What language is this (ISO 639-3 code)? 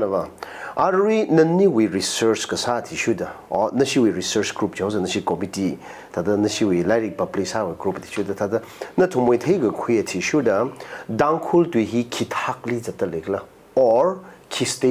nmf